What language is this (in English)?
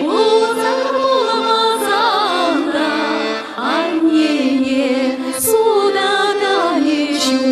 Chuvash